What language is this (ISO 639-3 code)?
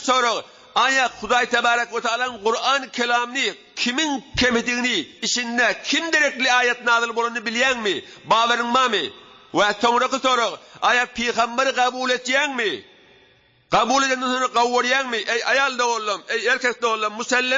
tuk